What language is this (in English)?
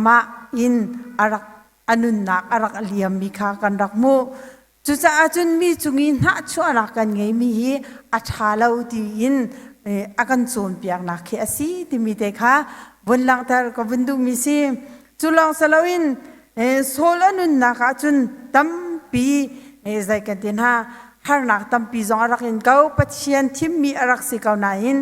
Hakha Chin